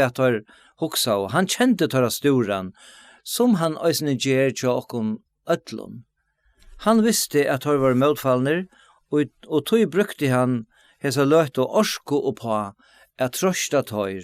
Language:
Faroese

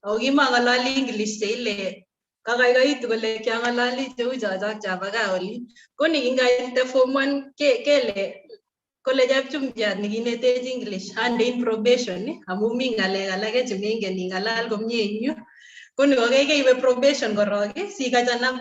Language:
Kalenjin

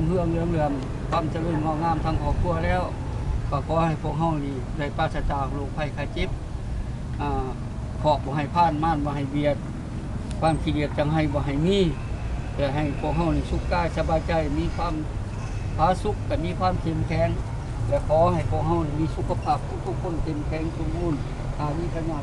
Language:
Lao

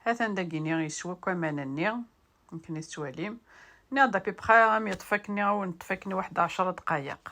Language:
Kabyle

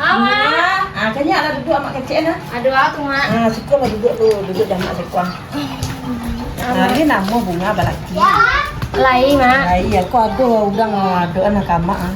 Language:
Minangkabau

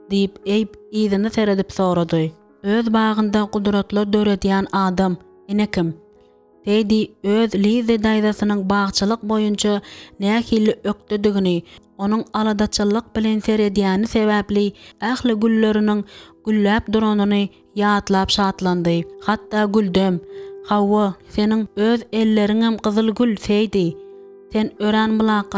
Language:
Turkmen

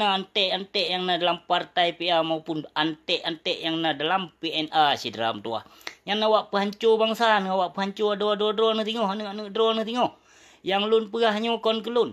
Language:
Achinese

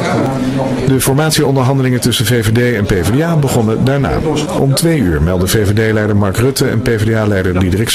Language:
Dutch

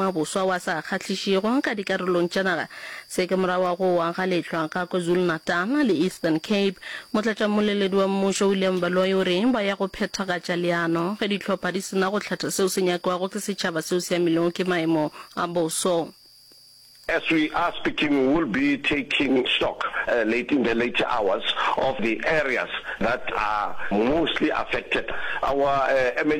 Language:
Northern Sotho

